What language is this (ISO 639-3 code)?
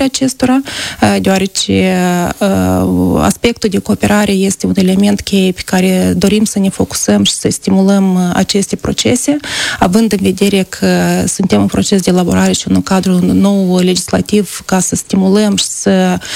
ron